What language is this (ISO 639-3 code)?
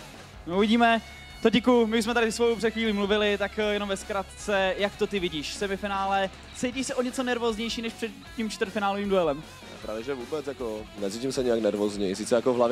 ces